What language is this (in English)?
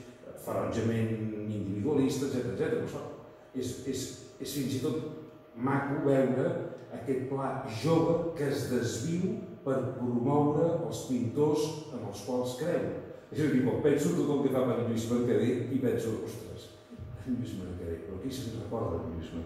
Catalan